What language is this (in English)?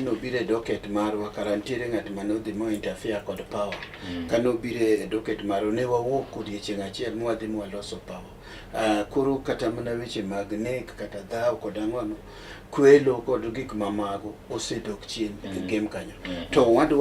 Luo (Kenya and Tanzania)